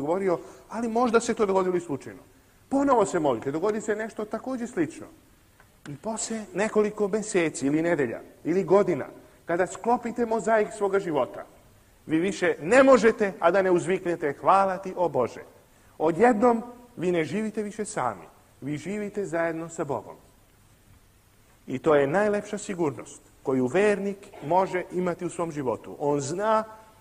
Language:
Serbian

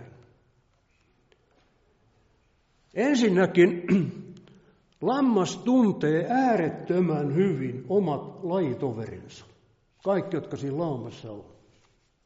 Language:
Finnish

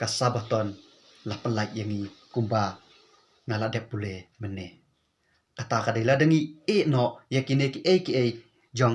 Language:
Khasi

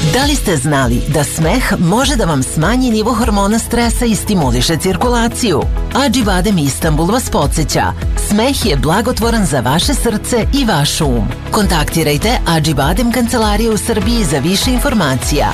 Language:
Serbian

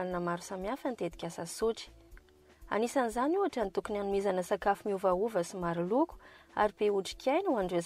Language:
Malagasy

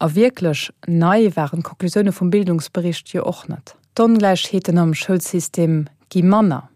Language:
Luxembourgish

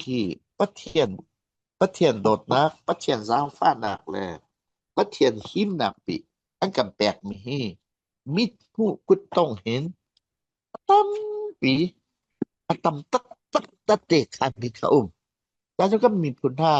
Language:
Falam Chin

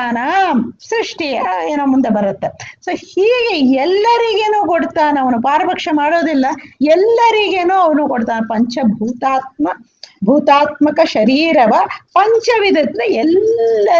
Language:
Kannada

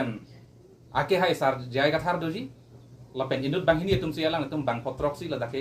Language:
Karbi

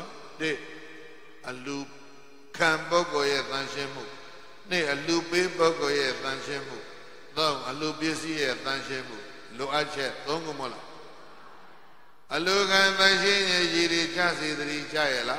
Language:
Burmese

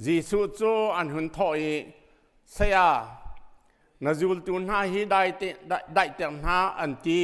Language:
Hakha Chin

